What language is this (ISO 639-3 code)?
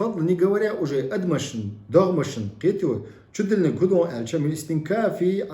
che